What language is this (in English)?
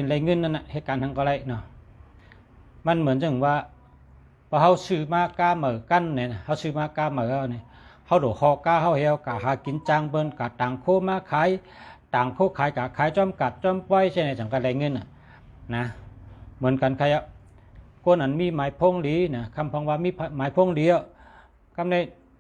Shan